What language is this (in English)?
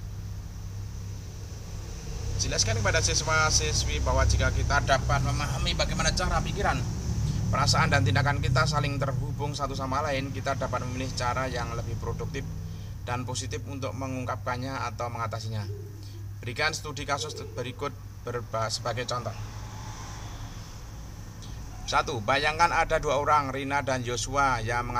Indonesian